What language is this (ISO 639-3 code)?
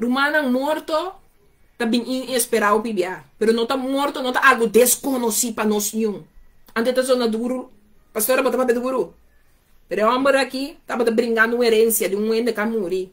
pap